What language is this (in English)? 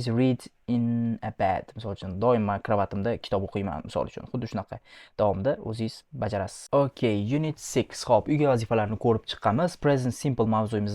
Uzbek